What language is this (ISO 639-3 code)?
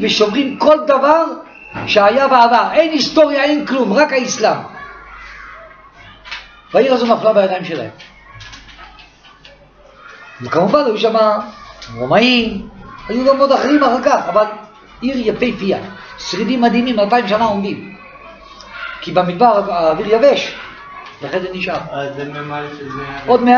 heb